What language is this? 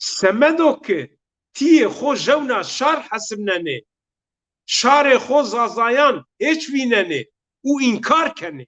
Zaza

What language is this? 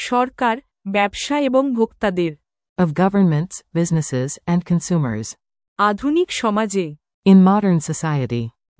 Bangla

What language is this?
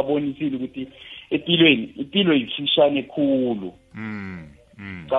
South Ndebele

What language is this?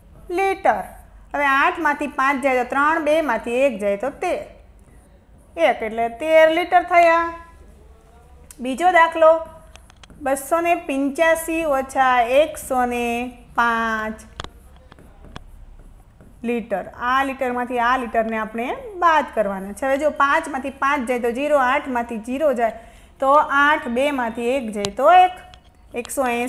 Gujarati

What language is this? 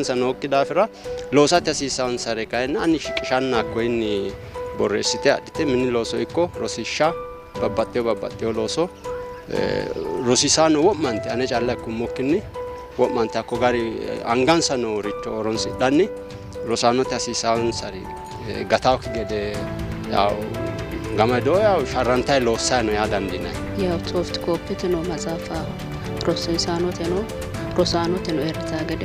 Sidamo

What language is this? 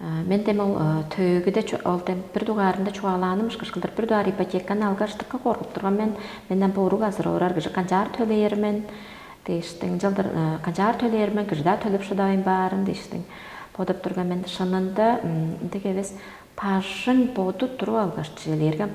Tuvinian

